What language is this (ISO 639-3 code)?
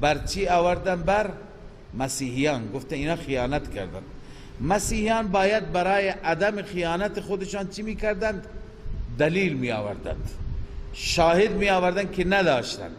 fas